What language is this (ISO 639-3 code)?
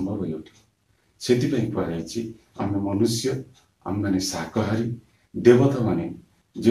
ori